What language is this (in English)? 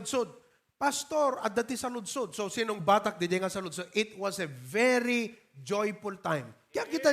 Iloko